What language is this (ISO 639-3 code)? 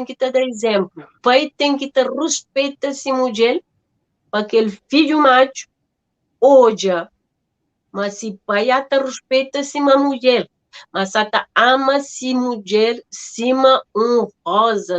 kea